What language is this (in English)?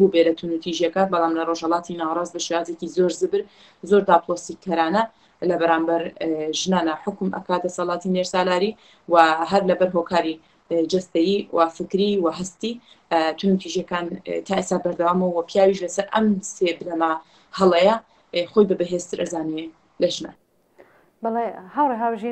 Central Kurdish